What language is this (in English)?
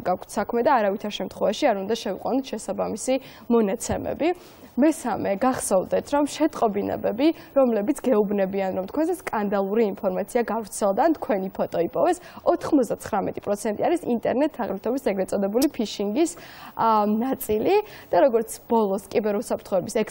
Georgian